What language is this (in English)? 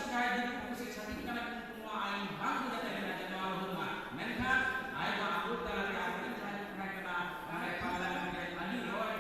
Santali